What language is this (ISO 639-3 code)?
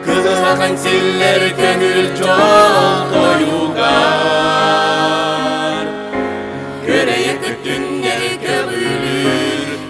sah